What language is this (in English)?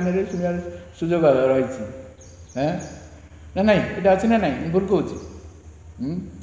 Odia